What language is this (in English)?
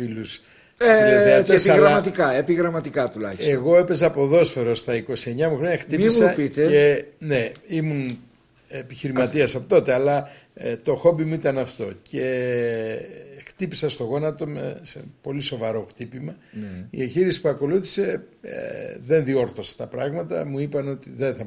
Greek